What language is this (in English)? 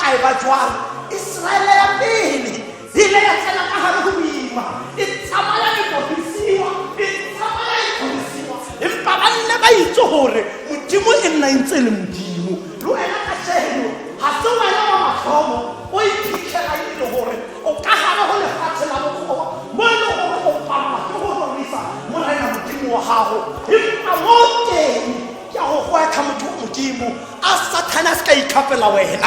Tswana